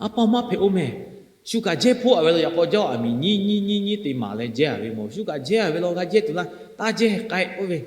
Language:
Lahu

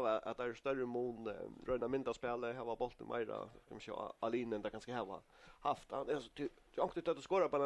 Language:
Faroese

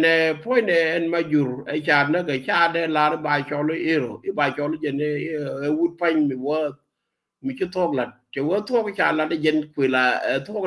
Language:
Nuer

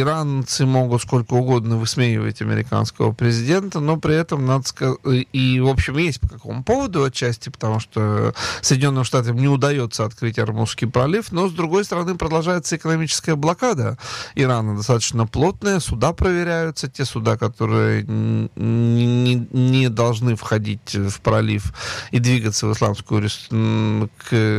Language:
Russian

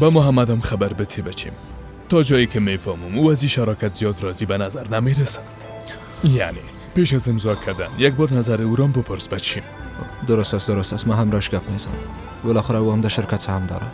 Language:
Persian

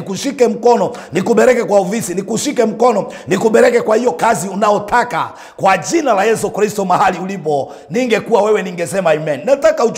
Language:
Swahili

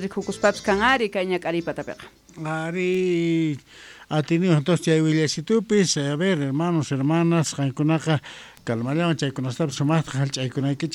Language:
South Bolivian Quechua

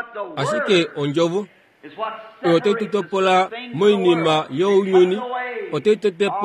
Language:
Kuanyama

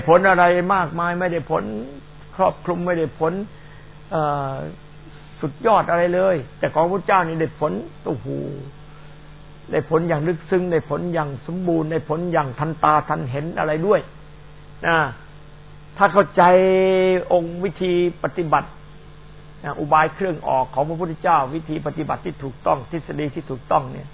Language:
Thai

